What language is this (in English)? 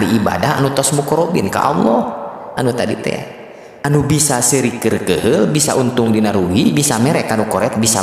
Sundanese